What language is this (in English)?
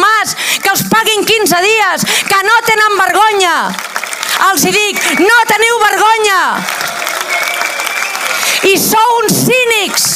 Catalan